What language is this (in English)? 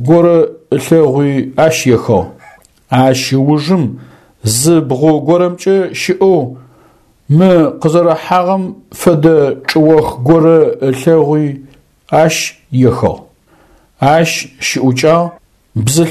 Adyghe